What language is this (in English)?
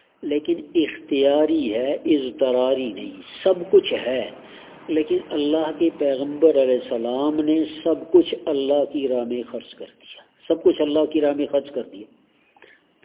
Urdu